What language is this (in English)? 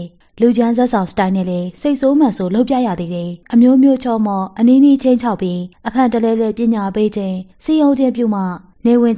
Burmese